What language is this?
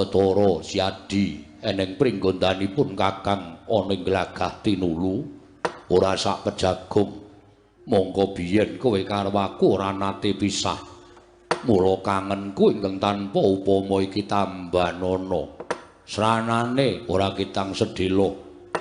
Javanese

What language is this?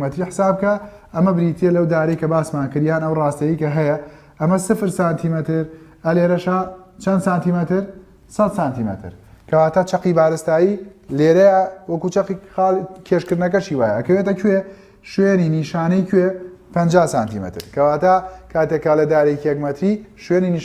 Central Kurdish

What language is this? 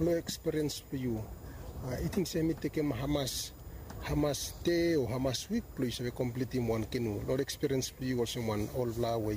Bislama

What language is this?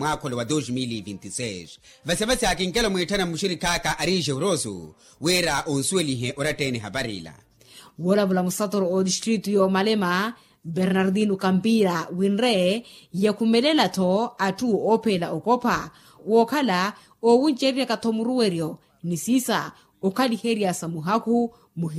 Makhuwa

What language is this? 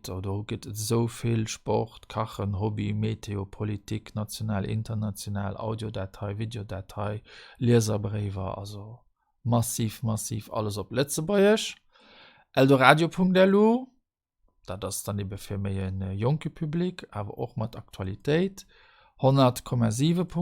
Luxembourgish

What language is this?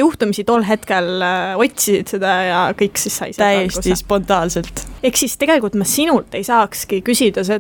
Estonian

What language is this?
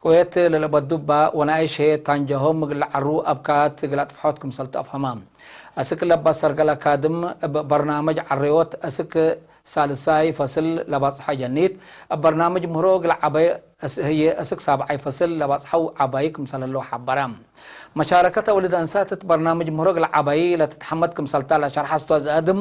Tigre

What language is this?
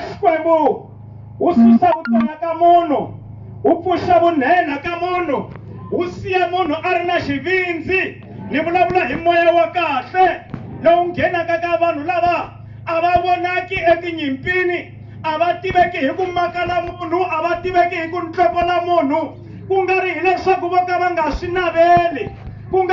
Tsonga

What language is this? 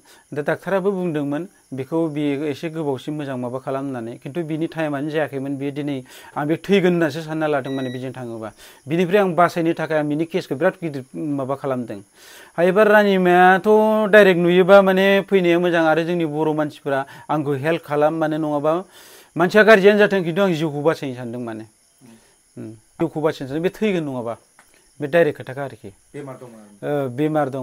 Bodo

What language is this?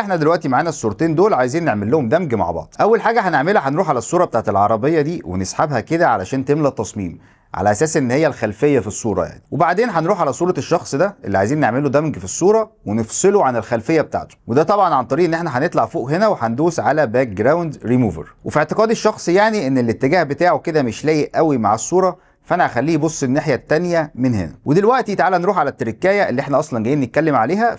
Egyptian Arabic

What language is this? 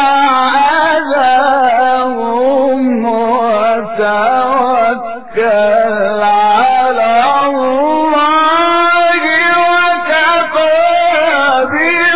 Arabic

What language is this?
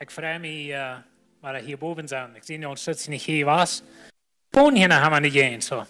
Plautdietsch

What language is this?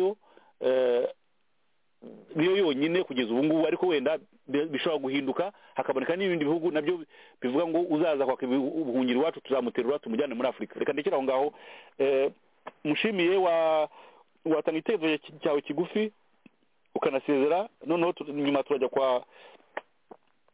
Kinyarwanda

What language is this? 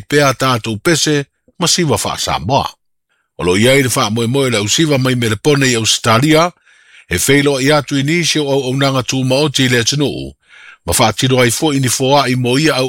Samoan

